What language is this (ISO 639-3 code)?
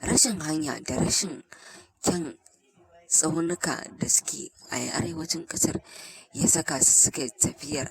hau